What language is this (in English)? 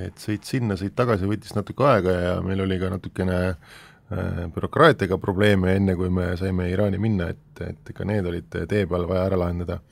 Estonian